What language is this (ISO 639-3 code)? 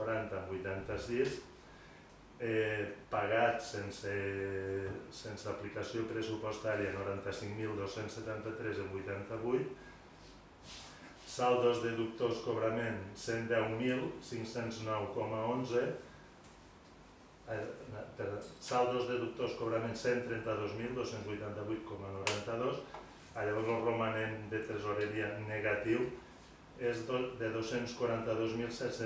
cat